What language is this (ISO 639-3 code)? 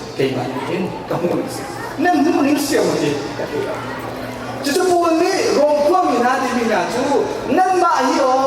cnh